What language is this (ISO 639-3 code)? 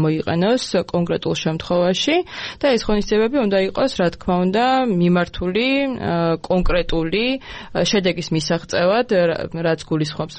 kat